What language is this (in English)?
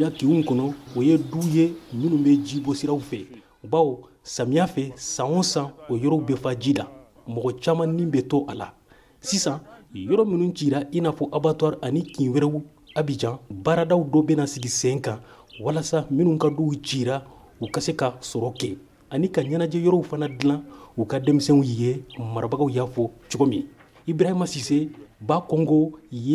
Bambara